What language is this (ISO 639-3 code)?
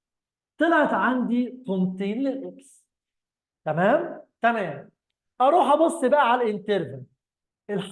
arz